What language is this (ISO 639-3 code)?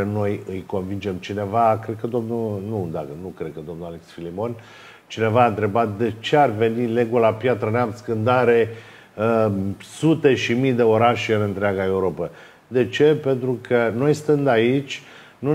ron